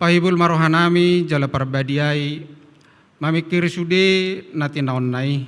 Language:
Batak Toba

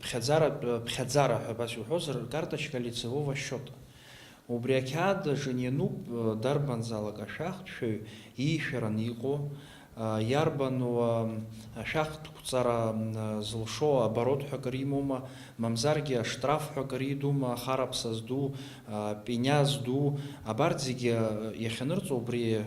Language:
Abkhazian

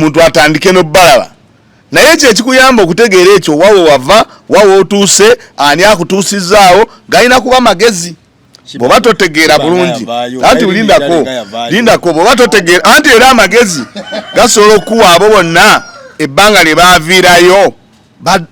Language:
Ganda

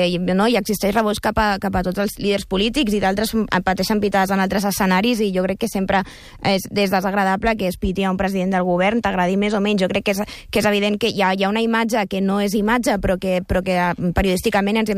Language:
Catalan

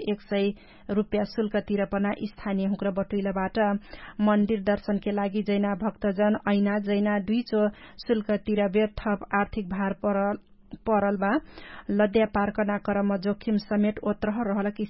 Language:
Dangaura Tharu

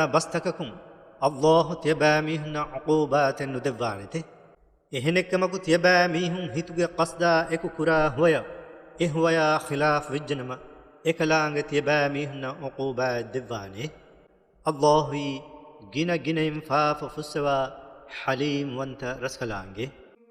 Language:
Divehi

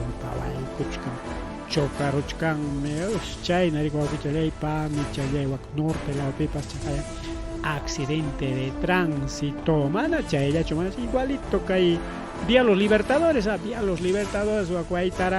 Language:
Ayacucho Quechua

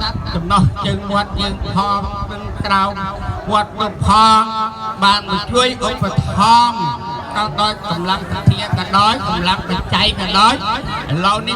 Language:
Khmer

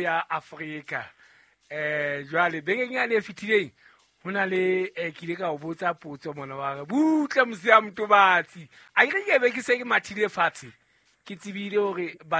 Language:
Southern Sotho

